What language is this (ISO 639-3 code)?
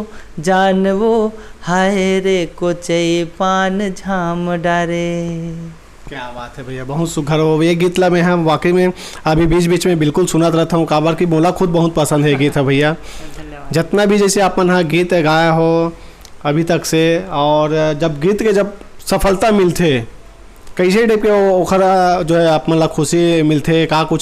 hne